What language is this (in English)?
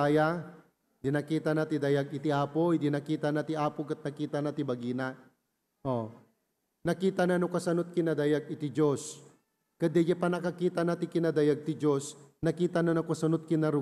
Iloko